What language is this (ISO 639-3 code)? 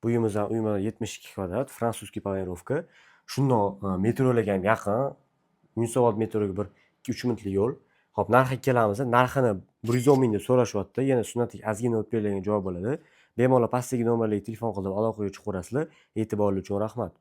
uzb